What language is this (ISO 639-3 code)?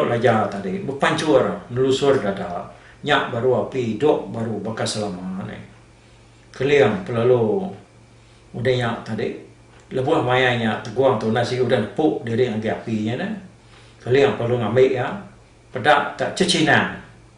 iba